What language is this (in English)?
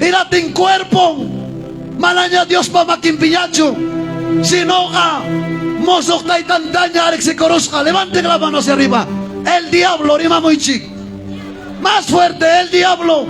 Ayacucho Quechua